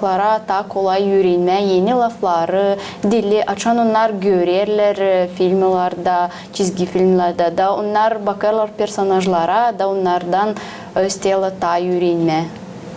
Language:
Gagauz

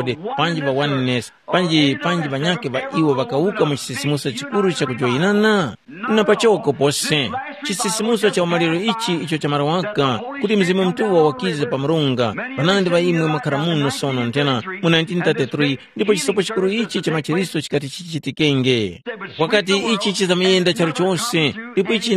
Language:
Tumbuka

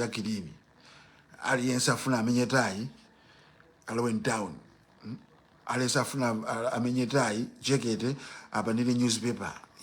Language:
Nyanja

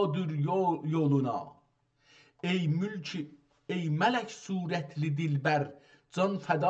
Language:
South Azerbaijani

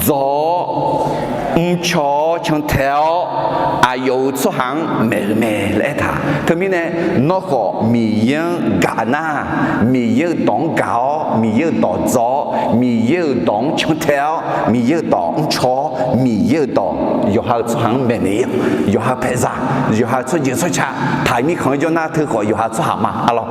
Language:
Akha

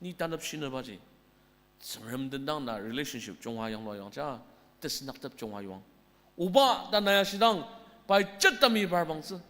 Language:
Ao Naga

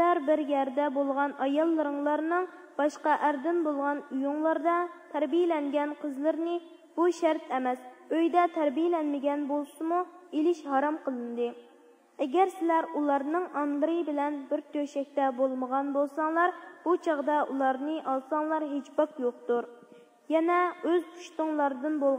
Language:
Uyghur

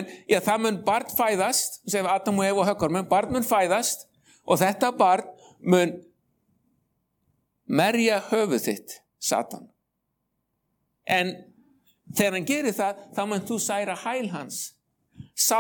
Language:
Icelandic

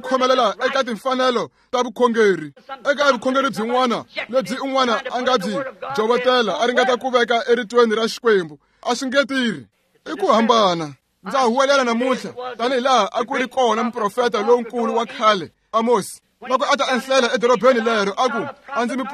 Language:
Tsonga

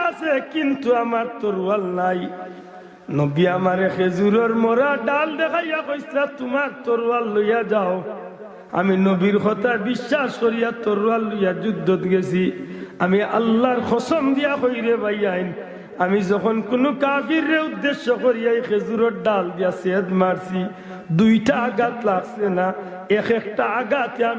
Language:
Sylheti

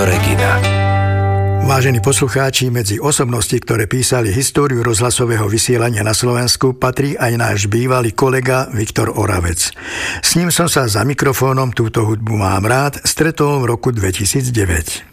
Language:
Slovak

